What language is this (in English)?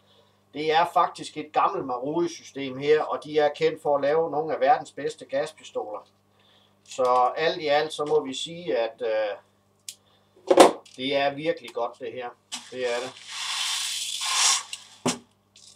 Danish